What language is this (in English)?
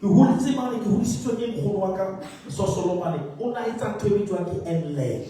Southern Sotho